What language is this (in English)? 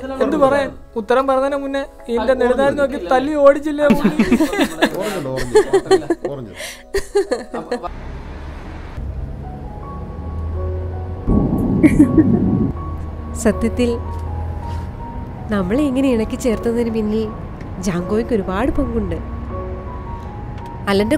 Malayalam